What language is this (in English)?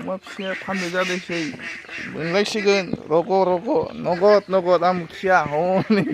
Bodo